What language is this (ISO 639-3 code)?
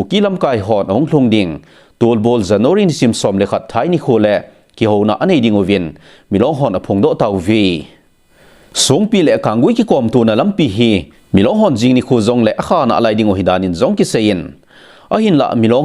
tcz